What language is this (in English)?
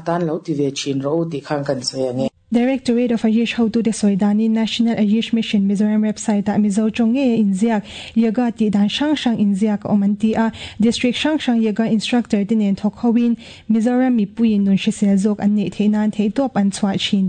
Mizo